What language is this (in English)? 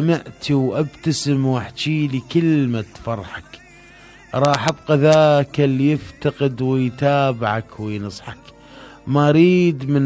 Mesopotamian Arabic